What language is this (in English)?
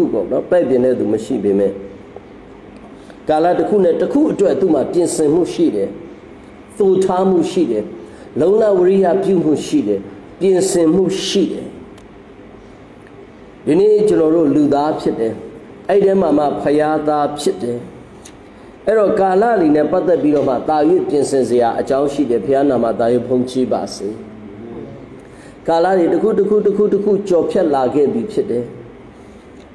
Burmese